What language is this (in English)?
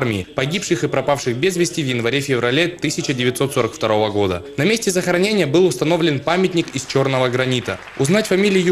Russian